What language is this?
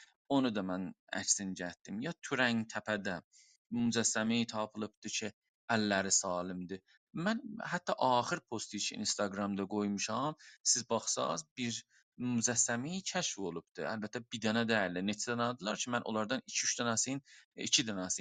South Azerbaijani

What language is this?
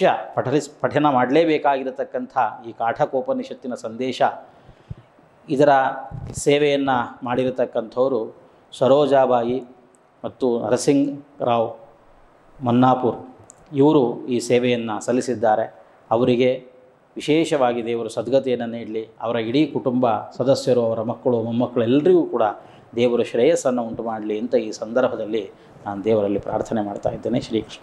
Kannada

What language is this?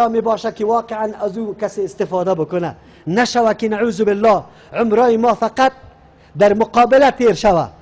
Persian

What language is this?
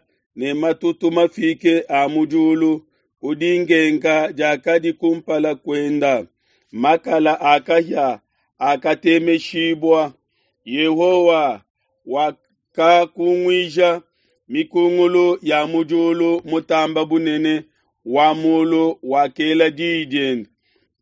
Luba-Lulua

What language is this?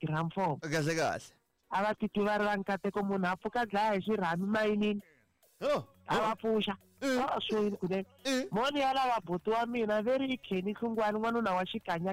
Tsonga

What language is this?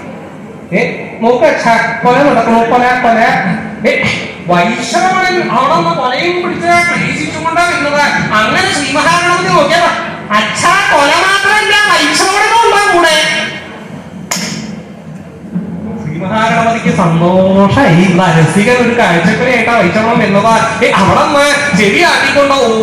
Malayalam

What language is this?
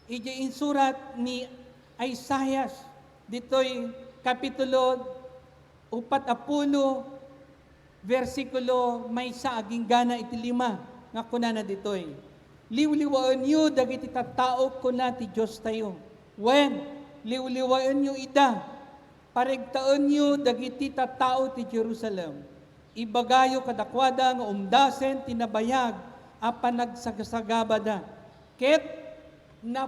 Iloko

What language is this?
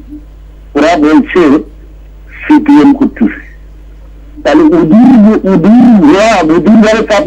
Bangla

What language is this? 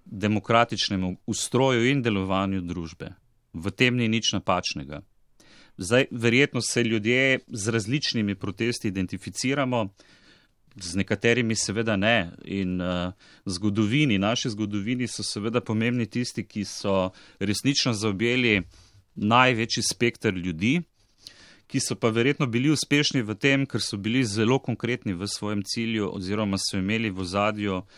Slovenian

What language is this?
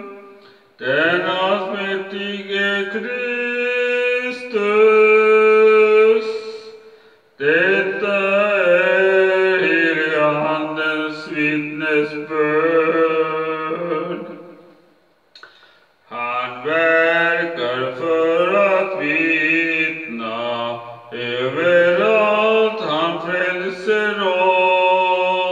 Swedish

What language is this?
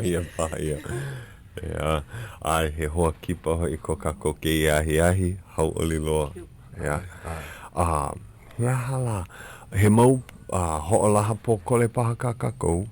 Hawaiian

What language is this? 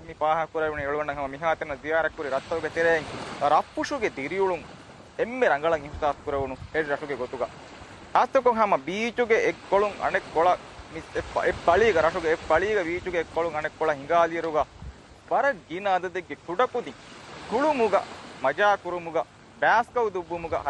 Divehi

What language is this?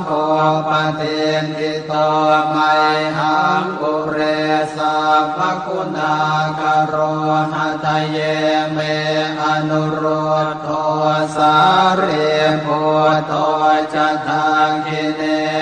Pali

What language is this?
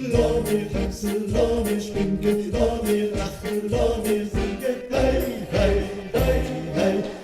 Yiddish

